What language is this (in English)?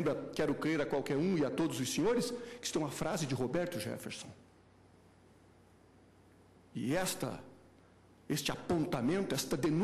Portuguese